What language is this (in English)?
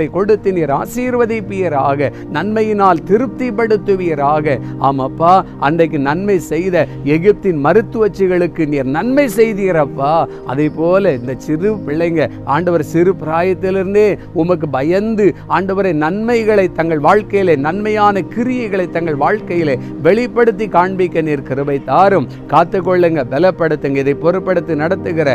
Tamil